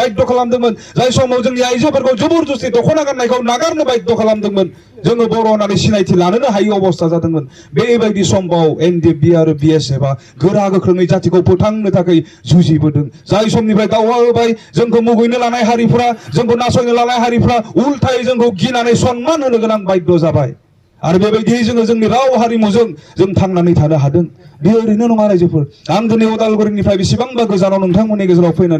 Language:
Bodo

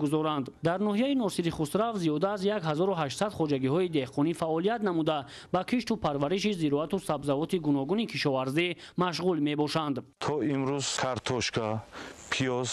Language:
Tajik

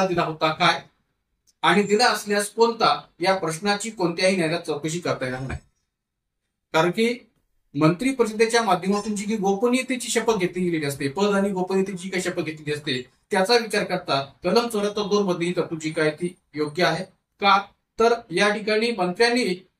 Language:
Marathi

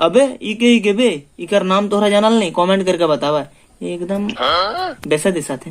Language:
Sadri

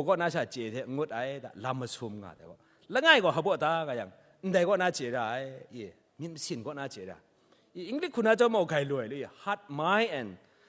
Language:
Kachin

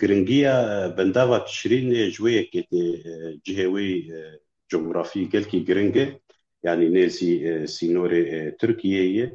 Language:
Kurdish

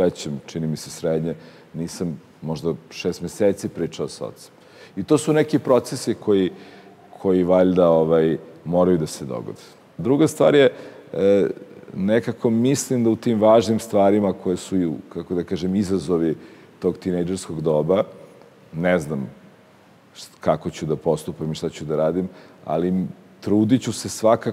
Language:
Serbian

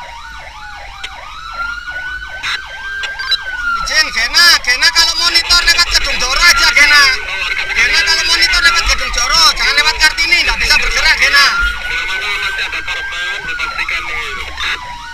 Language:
Indonesian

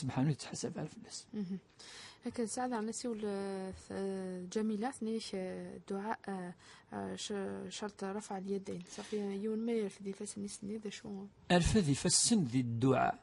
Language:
Kabyle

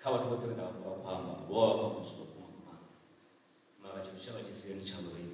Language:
Venda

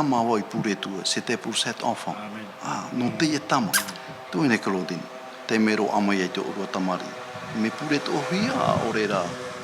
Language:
Tahitian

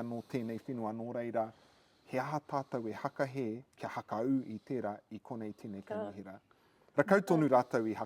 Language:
Māori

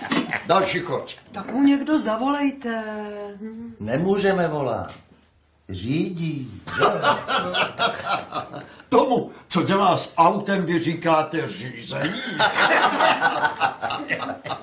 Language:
Czech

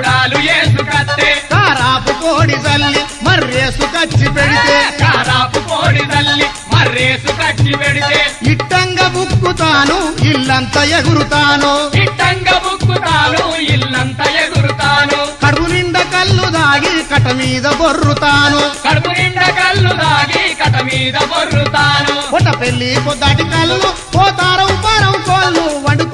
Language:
Telugu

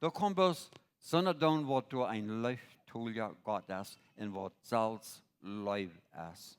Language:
Plautdietsch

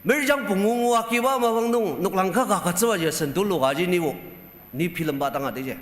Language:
Ao Naga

